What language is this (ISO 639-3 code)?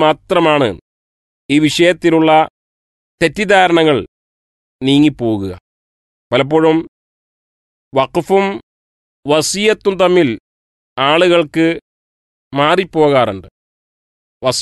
mal